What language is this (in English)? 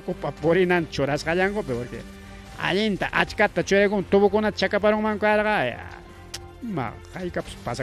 Ayacucho Quechua